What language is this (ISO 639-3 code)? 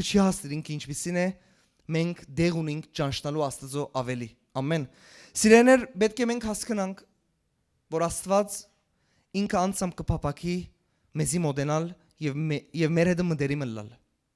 hyw